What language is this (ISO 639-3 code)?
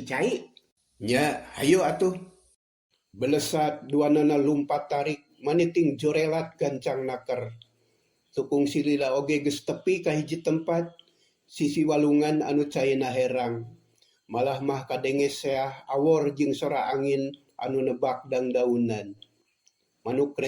sun